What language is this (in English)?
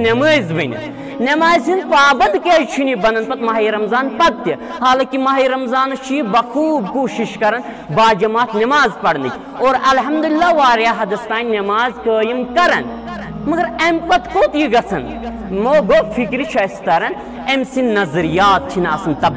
Kashmiri